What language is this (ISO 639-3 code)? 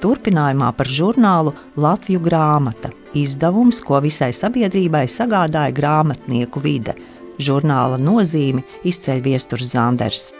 lav